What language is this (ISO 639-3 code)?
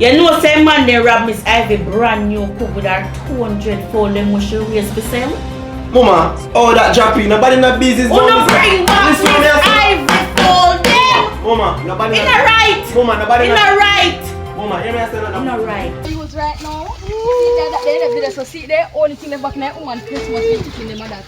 jam